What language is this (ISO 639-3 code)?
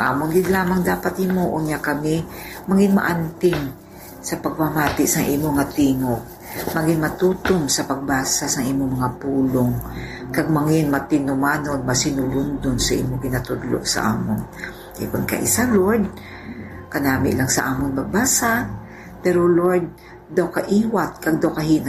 hil